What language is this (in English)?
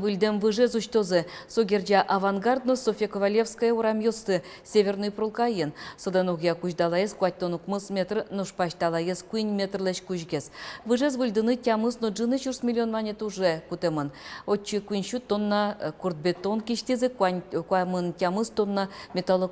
Udmurt